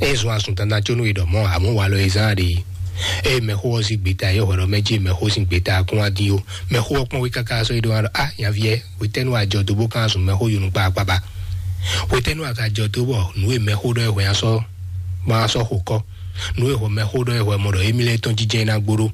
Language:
Fon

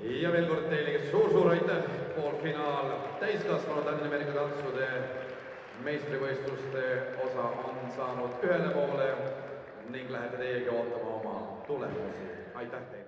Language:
Estonian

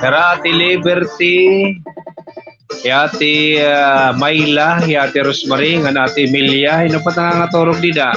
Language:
Waray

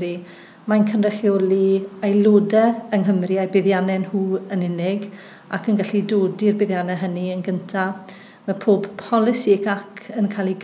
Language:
Welsh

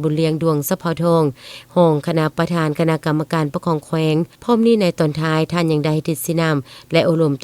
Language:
Lao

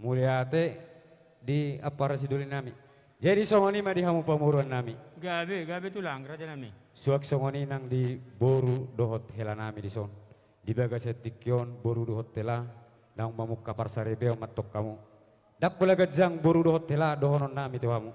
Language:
Batak Toba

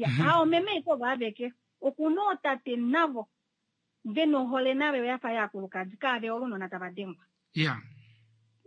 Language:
Kuanyama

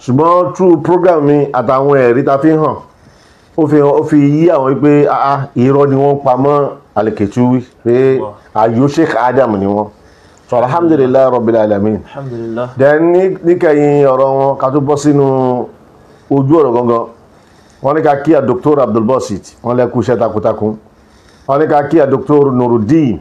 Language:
Yoruba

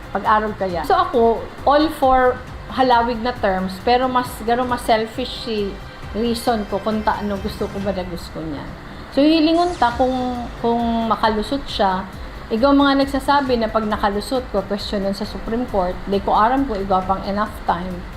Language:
Bikol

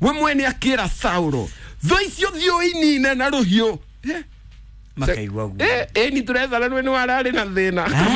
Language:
Kikuyu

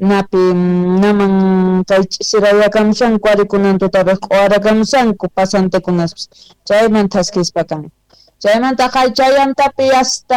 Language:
Quechua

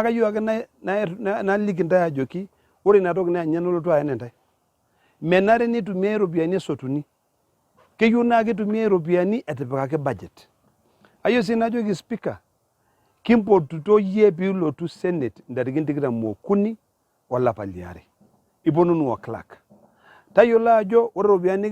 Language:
Masai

